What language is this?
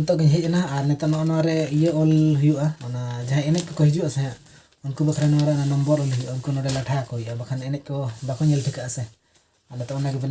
Santali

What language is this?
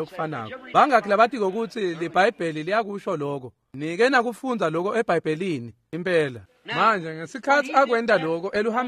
Swati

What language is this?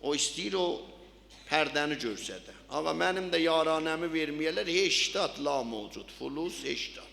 South Azerbaijani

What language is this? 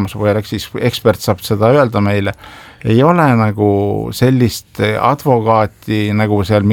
Estonian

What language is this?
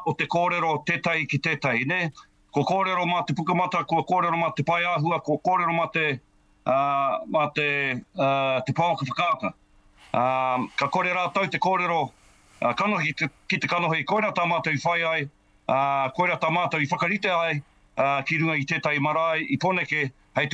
Māori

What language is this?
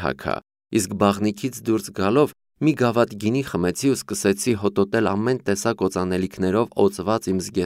Armenian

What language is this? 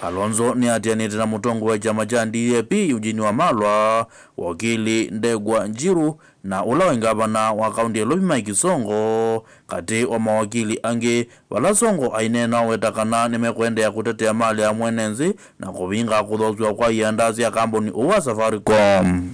Kamba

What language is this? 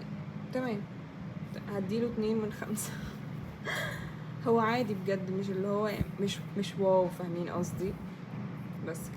Egyptian Arabic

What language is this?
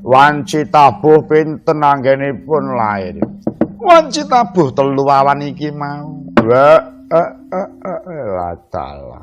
Javanese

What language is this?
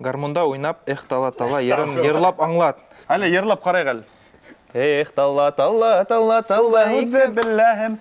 Bashkir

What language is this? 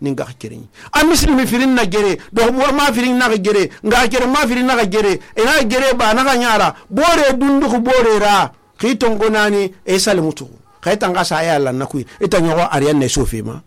Susu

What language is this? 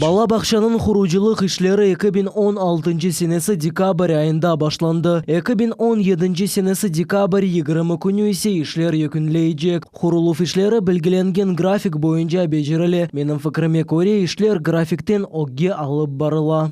Crimean Tatar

